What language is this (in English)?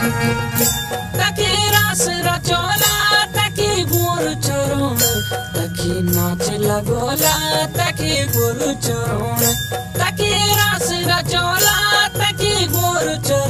Garhwali